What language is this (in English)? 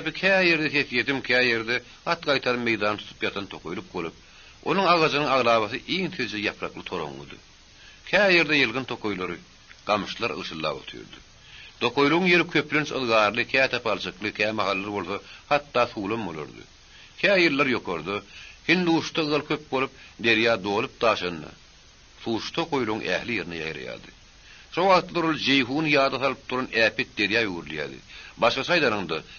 Turkmen